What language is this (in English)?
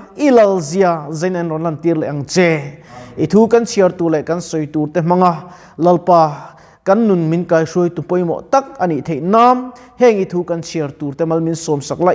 Mizo